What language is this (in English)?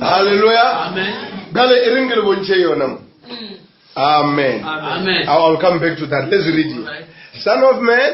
Northern Sotho